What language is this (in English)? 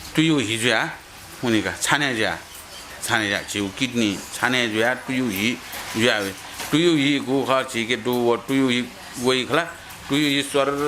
Newari